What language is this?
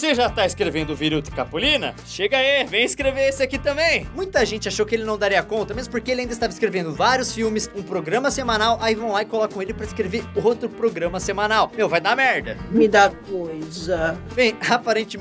Portuguese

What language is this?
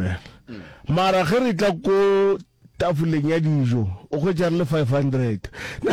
Northern Sotho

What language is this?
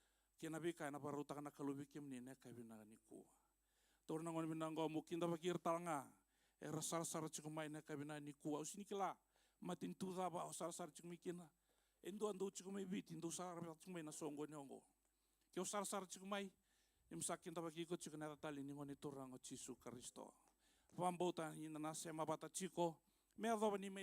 Fijian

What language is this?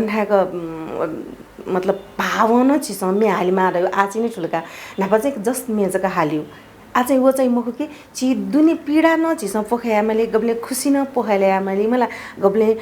Newari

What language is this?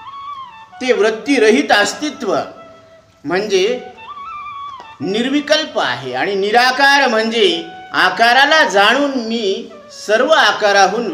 Marathi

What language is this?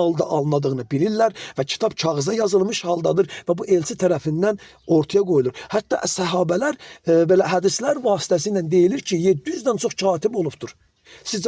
Azerbaijani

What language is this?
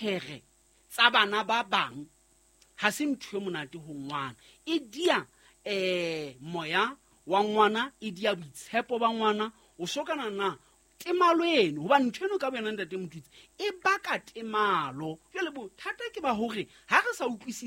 Southern Sotho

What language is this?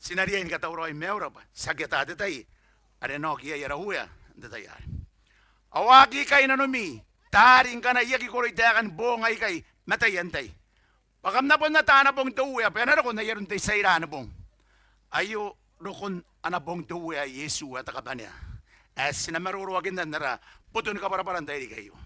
Gilbertese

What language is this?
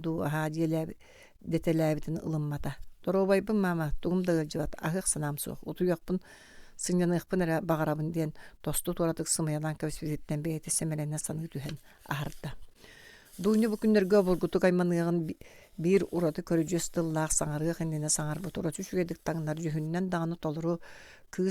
Yakut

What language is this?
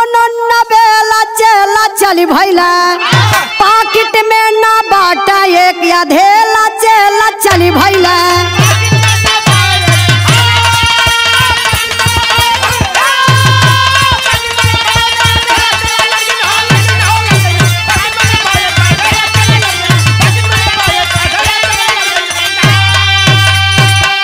Bhojpuri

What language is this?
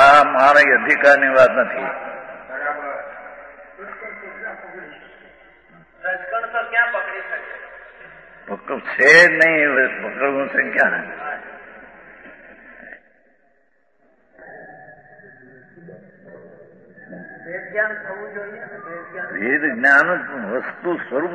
Gujarati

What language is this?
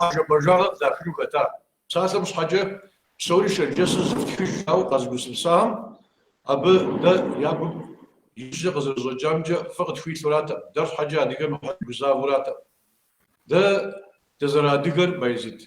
Kabardian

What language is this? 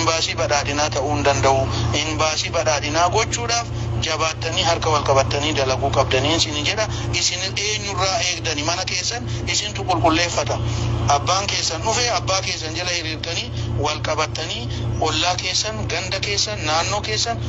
Oromo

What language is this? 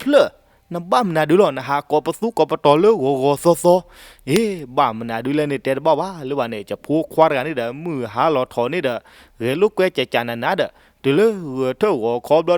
S'gaw Karen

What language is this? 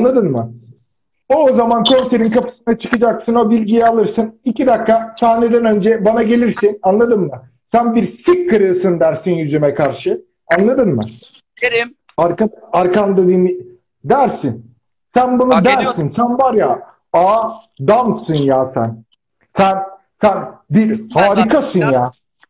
Turkish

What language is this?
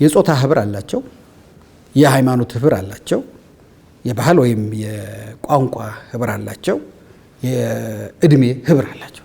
Amharic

